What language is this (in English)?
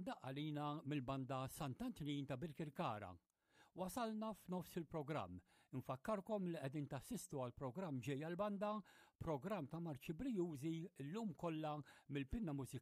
Maltese